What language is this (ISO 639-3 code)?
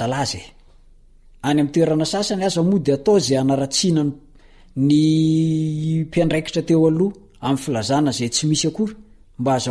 mlg